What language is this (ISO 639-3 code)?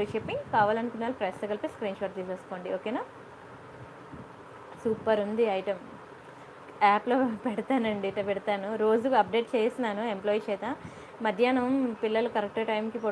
tel